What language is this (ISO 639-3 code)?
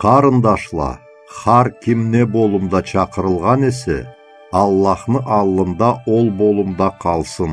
krc